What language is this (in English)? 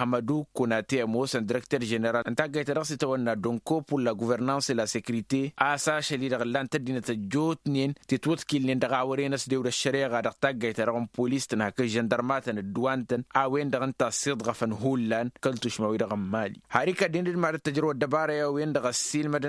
Tamasheq